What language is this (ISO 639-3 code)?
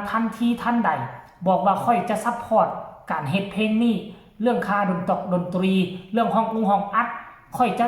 tts